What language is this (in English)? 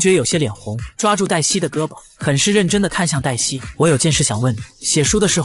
Chinese